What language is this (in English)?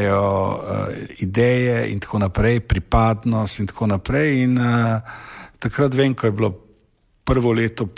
Slovenian